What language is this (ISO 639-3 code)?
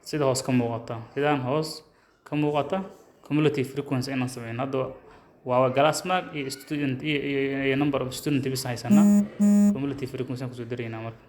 som